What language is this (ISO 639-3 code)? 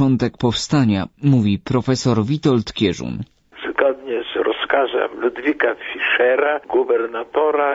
pol